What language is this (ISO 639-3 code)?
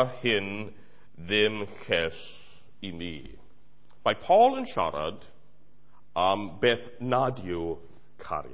cym